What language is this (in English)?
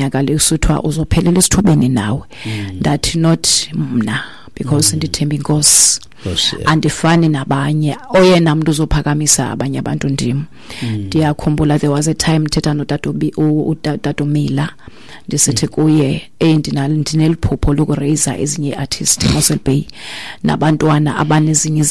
Xhosa